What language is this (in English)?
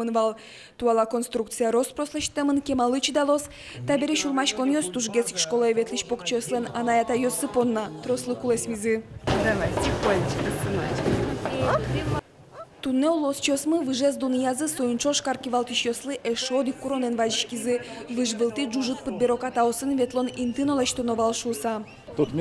Udmurt